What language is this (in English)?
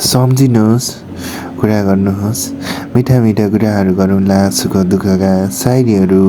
Nepali